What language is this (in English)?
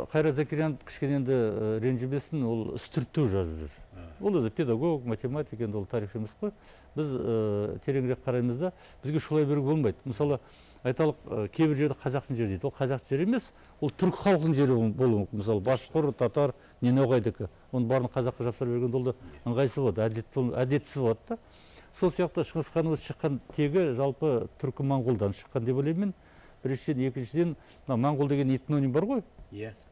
Kazakh